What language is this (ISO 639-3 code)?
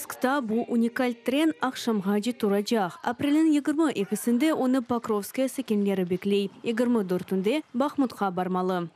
crh